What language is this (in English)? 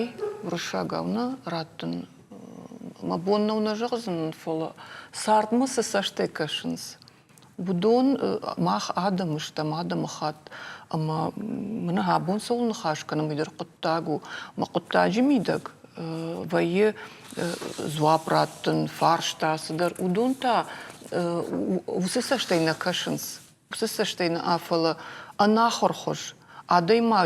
Ossetic